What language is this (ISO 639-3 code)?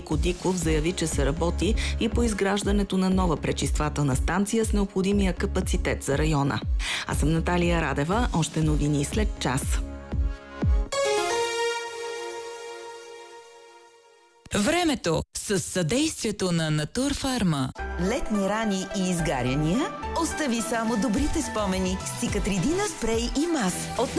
bul